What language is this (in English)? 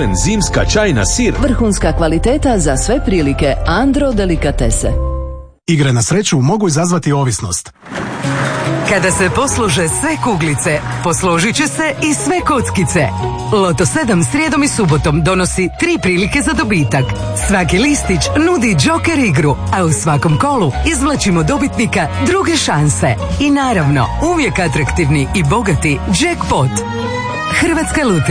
Croatian